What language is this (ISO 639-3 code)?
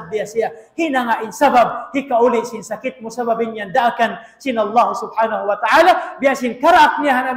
tsg